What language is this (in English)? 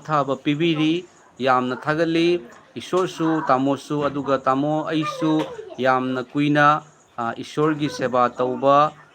Manipuri